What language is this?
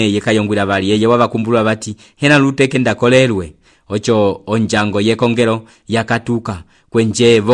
Umbundu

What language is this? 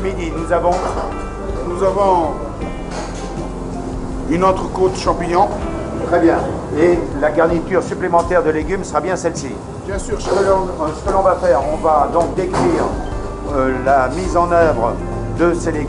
French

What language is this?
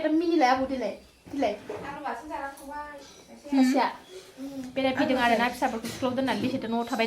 Bodo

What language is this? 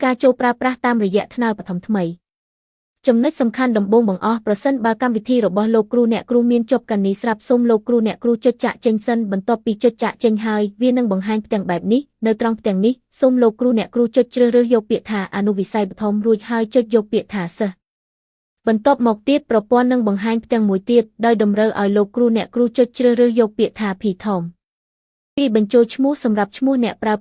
Khmer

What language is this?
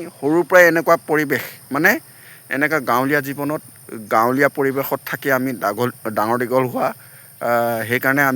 Assamese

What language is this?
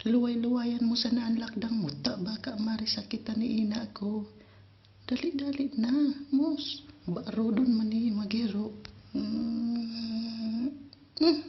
Bikol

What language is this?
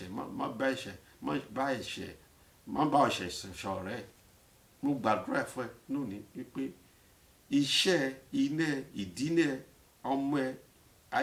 Yoruba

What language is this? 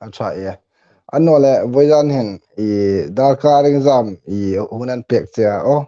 Hmar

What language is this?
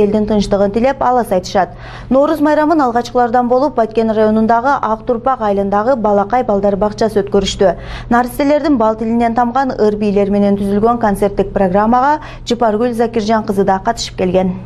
Kyrgyz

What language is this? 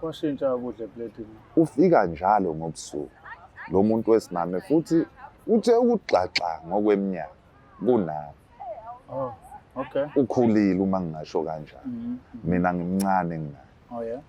Zulu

